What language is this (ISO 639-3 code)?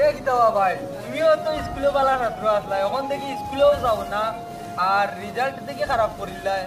syl